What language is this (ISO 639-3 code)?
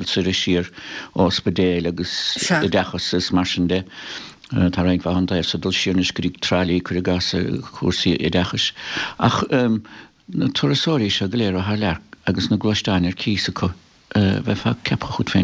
gle